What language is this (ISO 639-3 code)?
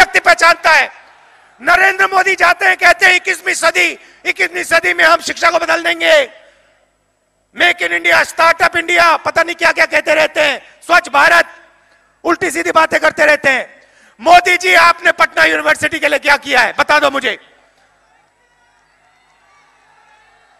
hin